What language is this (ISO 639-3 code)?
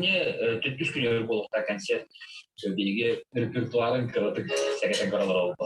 sah